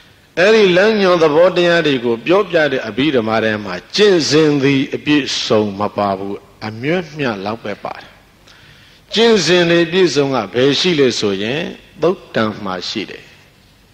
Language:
Burmese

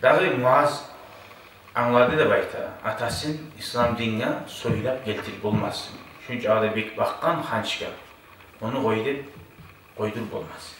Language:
Kumyk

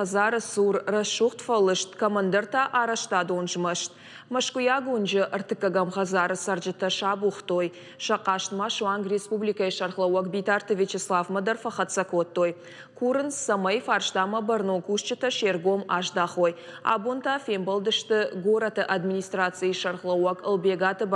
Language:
Ossetic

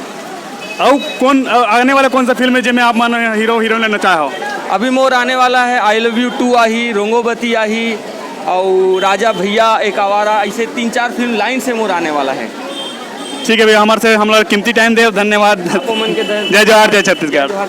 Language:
Chhattisgarhi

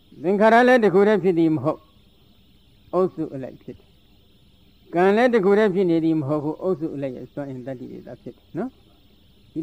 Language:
Burmese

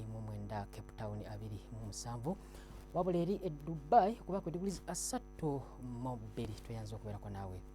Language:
Ganda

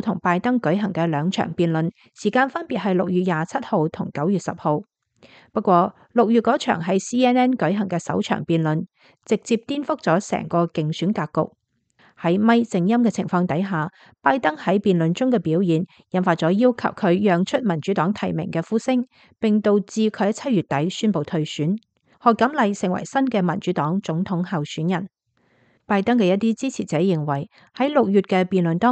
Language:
Cantonese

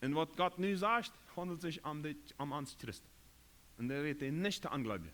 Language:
Plautdietsch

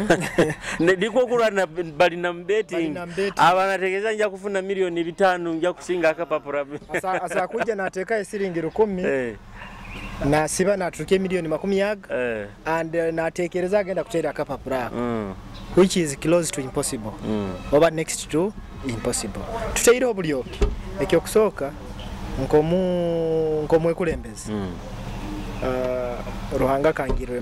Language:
Nyoro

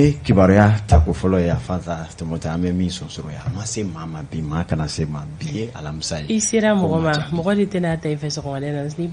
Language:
Bambara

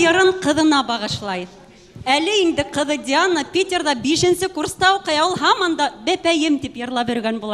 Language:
Bashkir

